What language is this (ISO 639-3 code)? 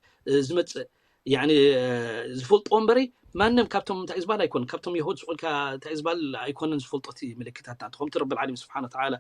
tir